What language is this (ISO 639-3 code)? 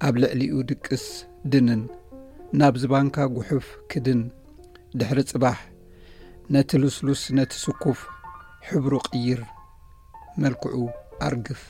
tir